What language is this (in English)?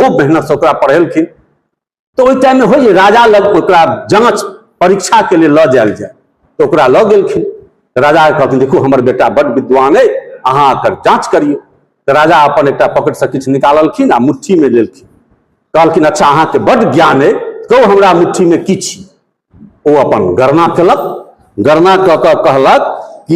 Maithili